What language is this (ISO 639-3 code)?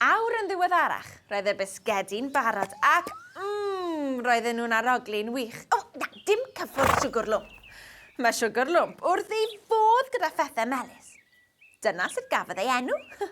cym